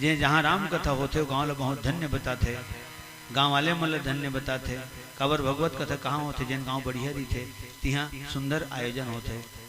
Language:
Chhattisgarhi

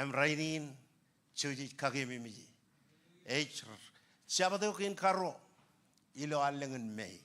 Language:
Marshallese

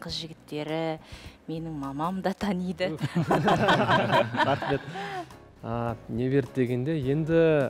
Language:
Kazakh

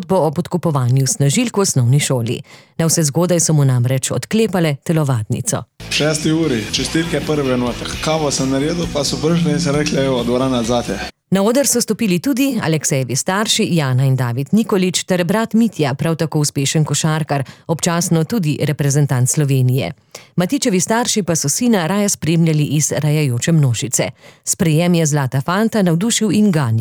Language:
Slovenian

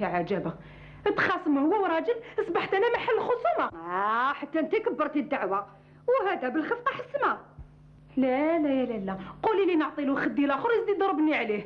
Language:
Algerian Arabic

